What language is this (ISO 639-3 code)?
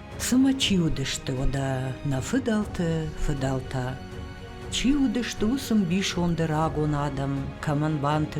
oss